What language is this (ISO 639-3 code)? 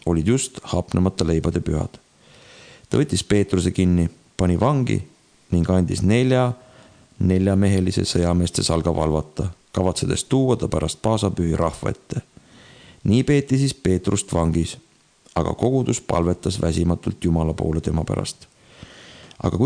est